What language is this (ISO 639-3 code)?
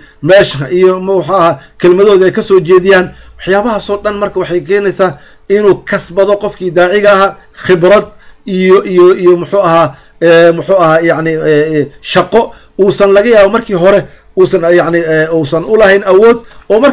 som